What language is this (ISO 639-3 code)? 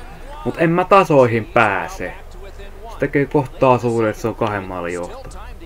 fin